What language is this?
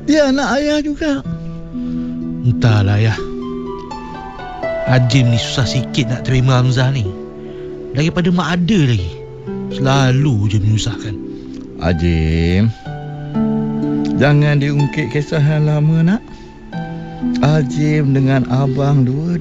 Malay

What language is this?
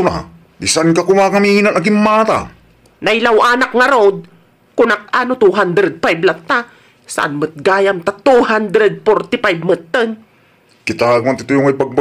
Iloko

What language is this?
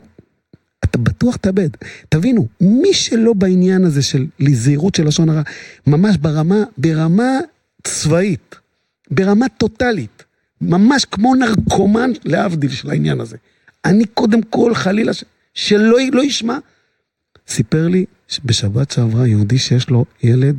Hebrew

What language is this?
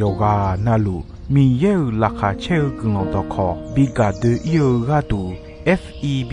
Akha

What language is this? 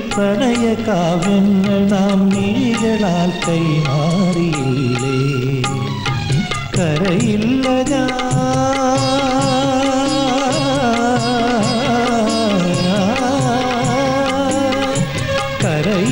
Malayalam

